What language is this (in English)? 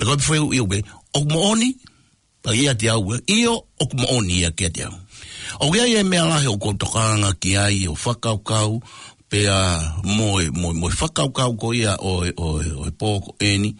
Tongan